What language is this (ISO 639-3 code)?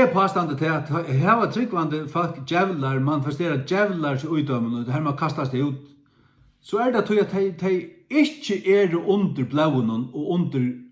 fao